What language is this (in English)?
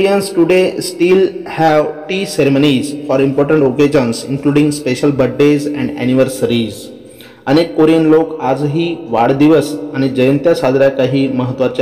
Marathi